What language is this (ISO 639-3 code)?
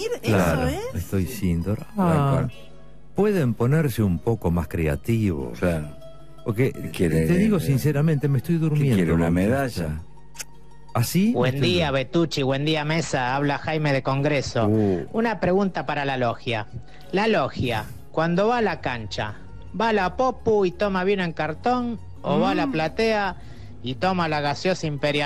spa